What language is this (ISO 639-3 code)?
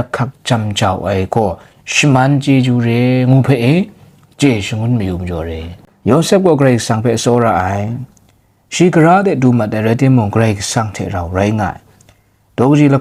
kac